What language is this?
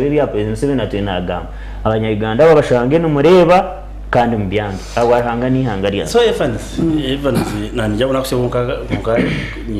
Nyankole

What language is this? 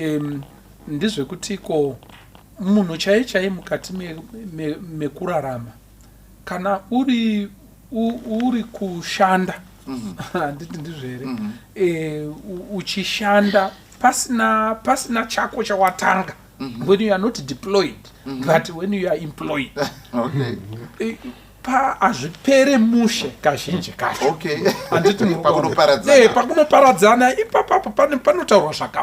Shona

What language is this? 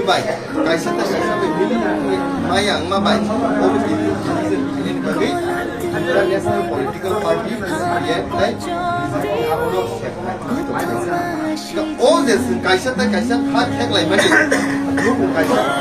Kok Borok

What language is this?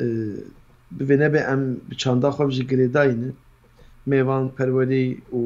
Kurdish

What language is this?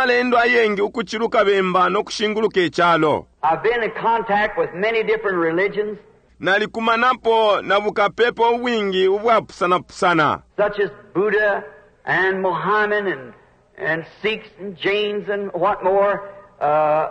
Bemba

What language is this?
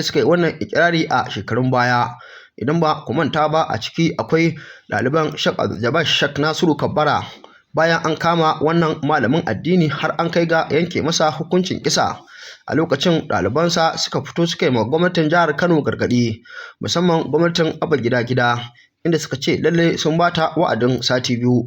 Hausa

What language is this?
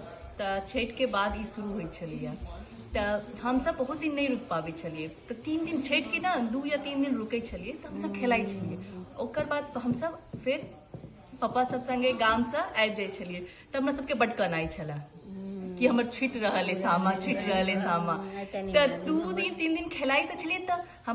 Maithili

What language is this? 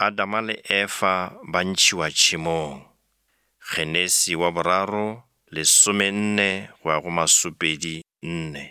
Northern Sotho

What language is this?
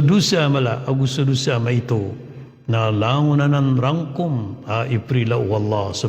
Maranao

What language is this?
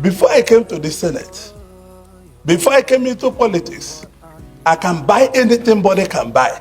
Nigerian Pidgin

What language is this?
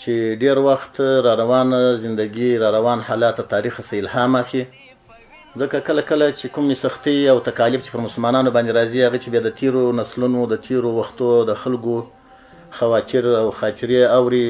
Pashto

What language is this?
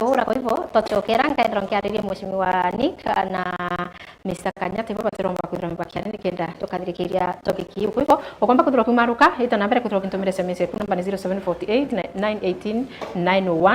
Meru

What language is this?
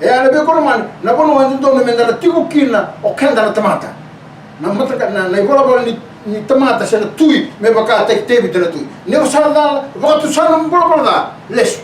Fijian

